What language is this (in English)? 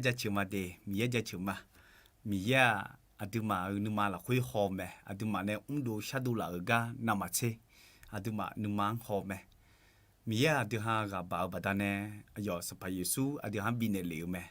Akha